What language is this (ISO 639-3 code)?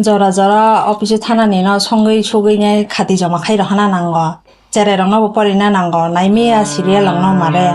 trp